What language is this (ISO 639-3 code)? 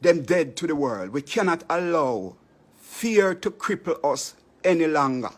jam